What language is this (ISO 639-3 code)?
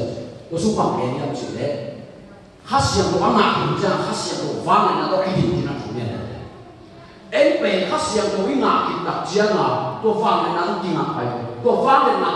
ctd